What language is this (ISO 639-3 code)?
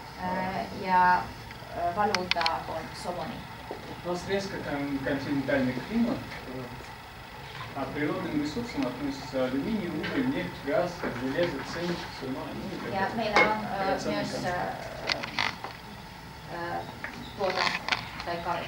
fin